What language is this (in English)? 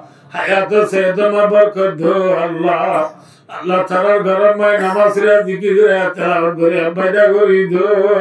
Rohingya